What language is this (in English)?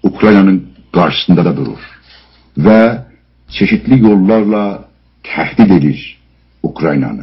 South Azerbaijani